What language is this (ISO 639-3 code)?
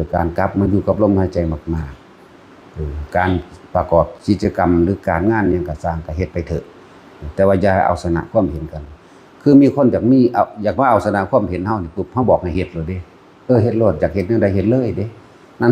tts